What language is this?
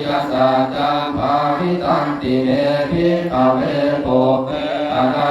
Pali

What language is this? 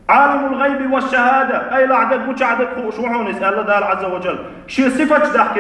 Chechen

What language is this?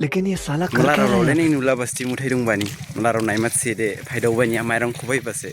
Dimasa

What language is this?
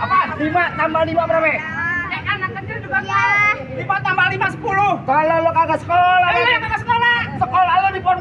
Betawi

